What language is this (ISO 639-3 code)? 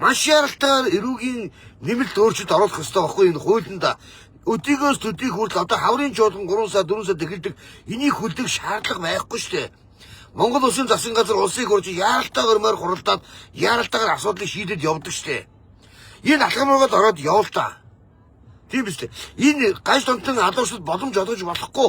mon